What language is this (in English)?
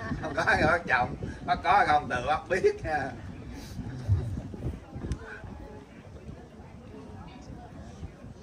Vietnamese